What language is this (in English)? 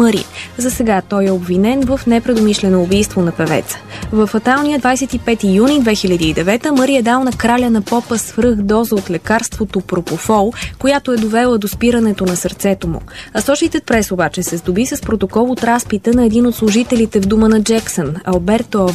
Bulgarian